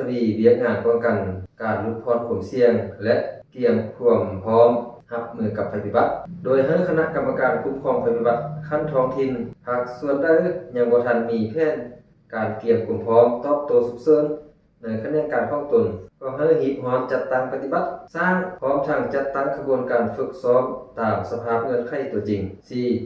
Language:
Lao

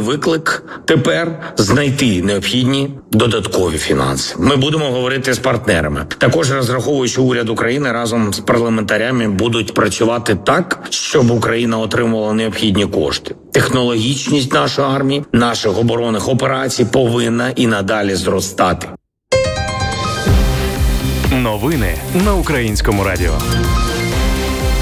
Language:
Ukrainian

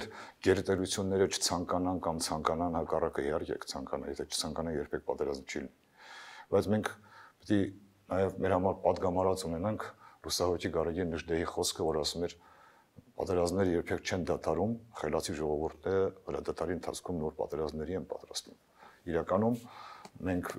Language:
Armenian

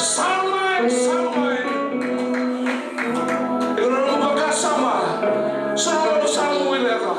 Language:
Fijian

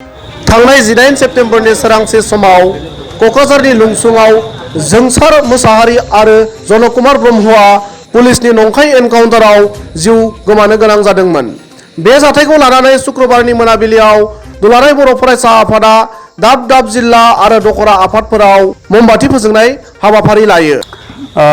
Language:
Bodo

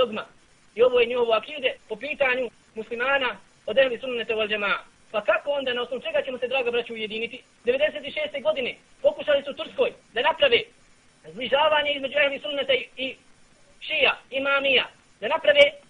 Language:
Bosnian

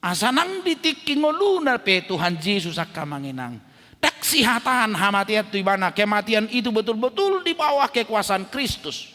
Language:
Batak Toba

